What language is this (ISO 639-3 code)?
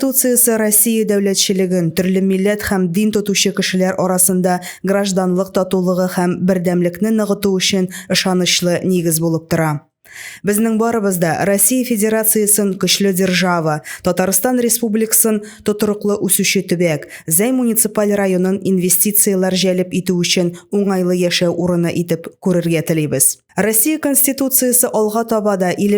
tat